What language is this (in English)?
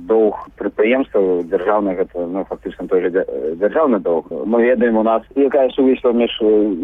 Belarusian